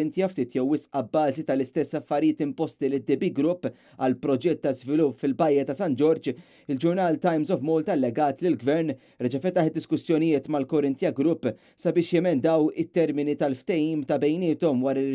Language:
Maltese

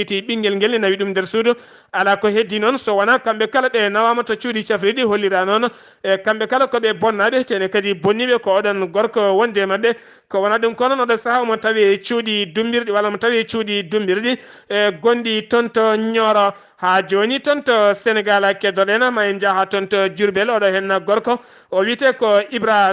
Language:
Fula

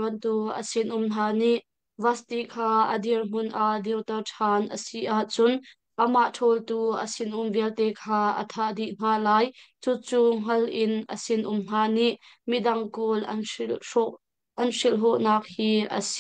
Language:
Hakha Chin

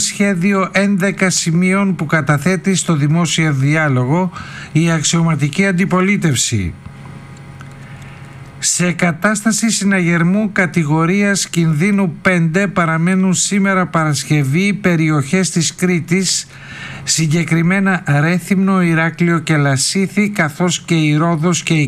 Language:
Greek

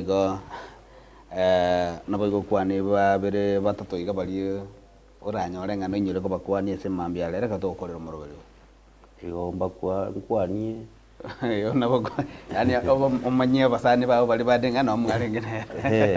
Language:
Gusii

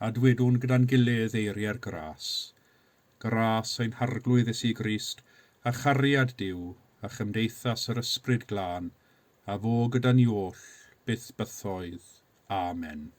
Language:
Welsh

